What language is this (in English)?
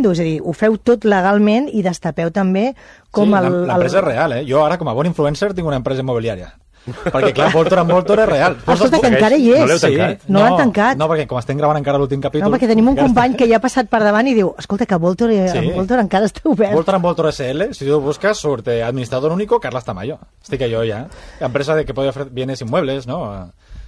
Catalan